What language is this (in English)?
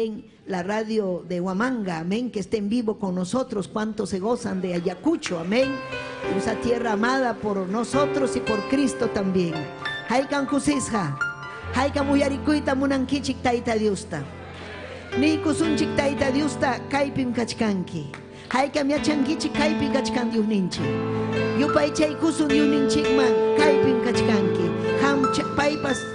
Ayacucho Quechua